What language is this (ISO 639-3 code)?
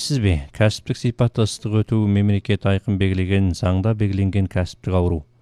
kaz